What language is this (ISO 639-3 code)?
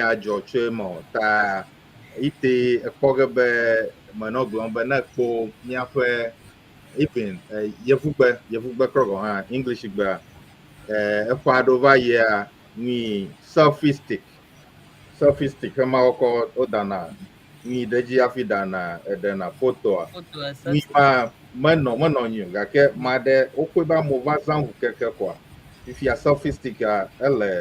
ewe